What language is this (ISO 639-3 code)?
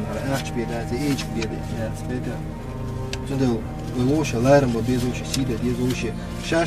che